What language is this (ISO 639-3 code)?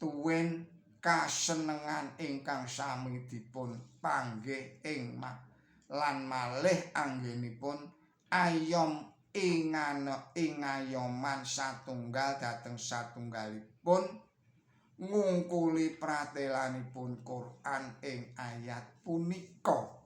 jav